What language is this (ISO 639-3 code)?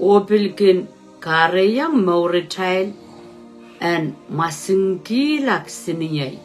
pon